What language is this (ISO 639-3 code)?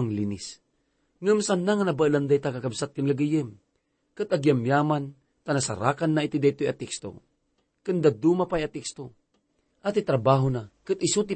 ilo